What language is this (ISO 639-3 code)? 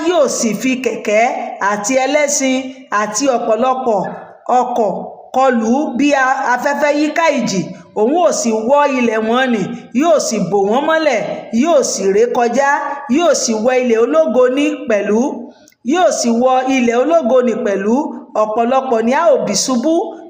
yor